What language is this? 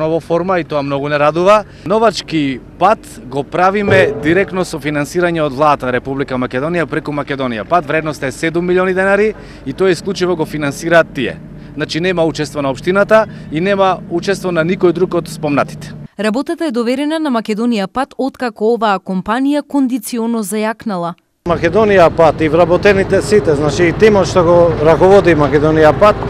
Macedonian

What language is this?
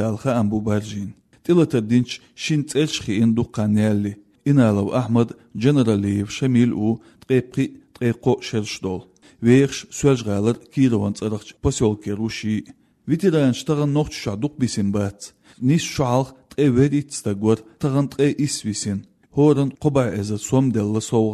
Chechen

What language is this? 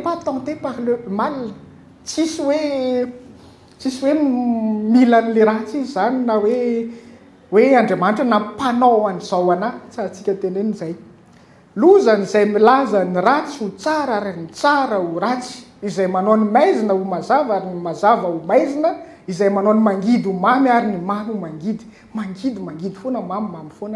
Malagasy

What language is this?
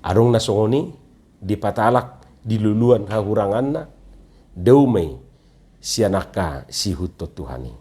Batak Toba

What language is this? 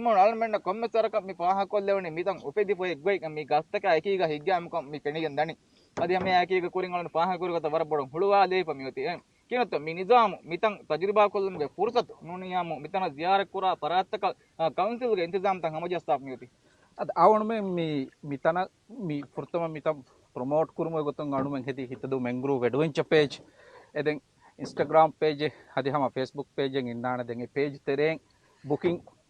Divehi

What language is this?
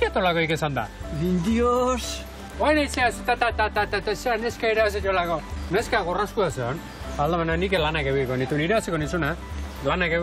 Basque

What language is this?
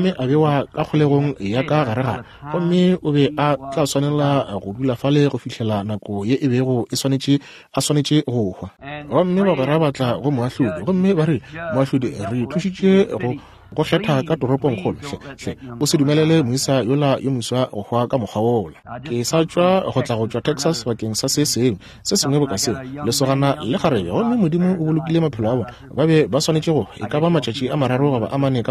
Northern Sotho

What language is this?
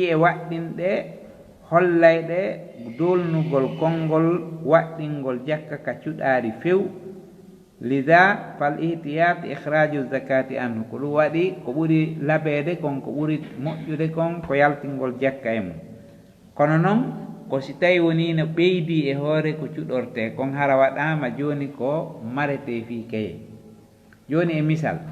Fula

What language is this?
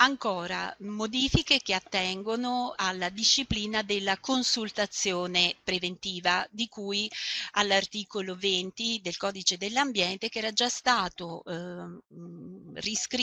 Italian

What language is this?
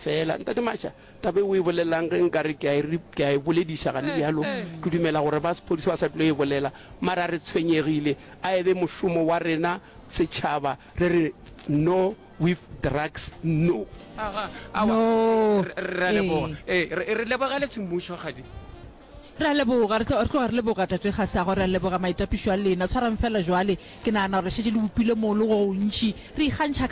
Northern Sotho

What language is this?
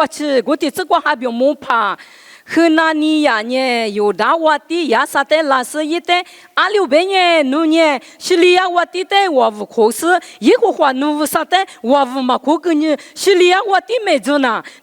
Lisu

